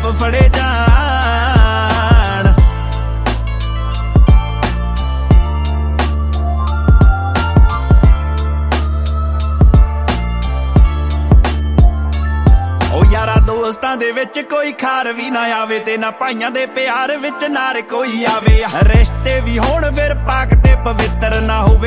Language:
Punjabi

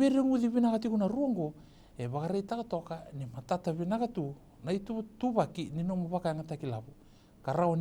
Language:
Fijian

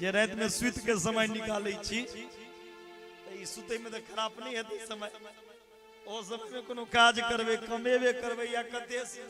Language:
Maithili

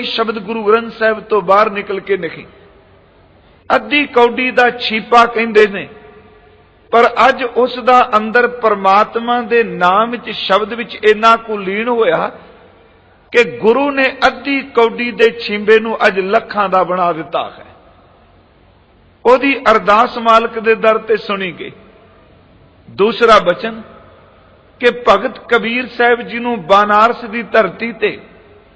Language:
Punjabi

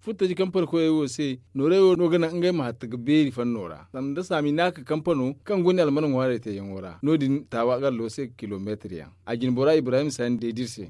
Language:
Zarma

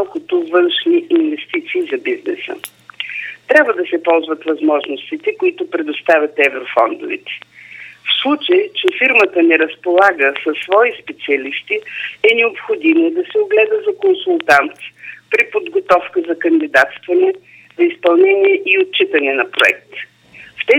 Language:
Bulgarian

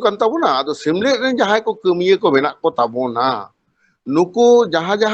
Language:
Santali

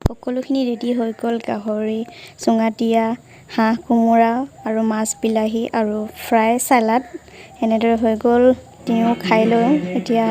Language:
Assamese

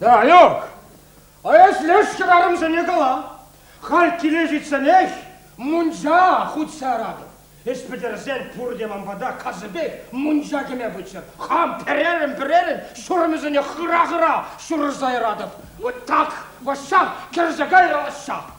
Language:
Chuvash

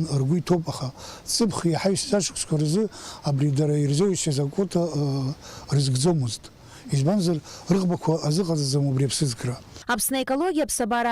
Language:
Abkhazian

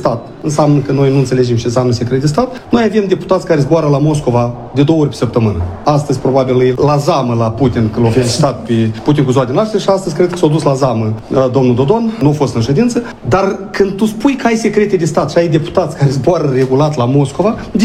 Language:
Romanian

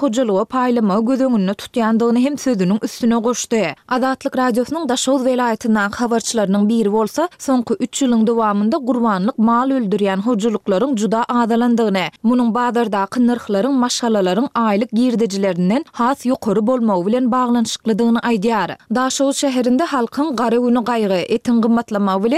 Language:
Turkmen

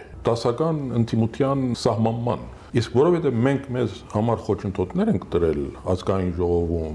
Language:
Armenian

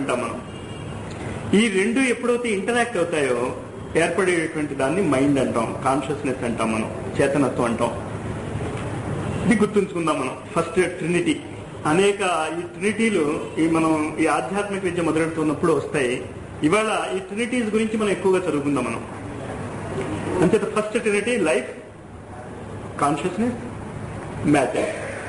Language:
Telugu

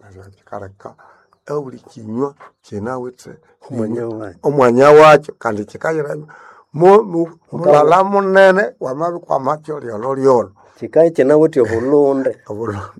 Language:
Nande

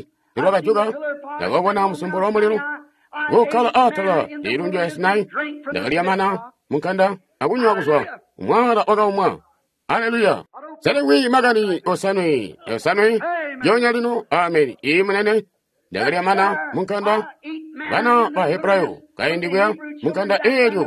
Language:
Tonga (Zambia)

